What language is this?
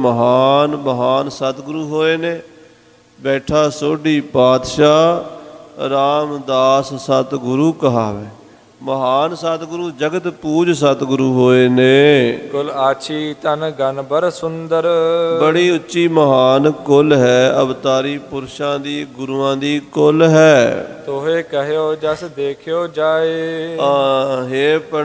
Punjabi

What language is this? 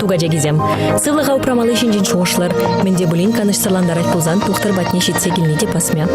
Chuvash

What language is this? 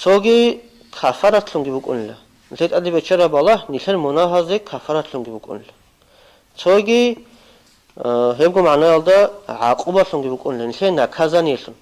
Avaric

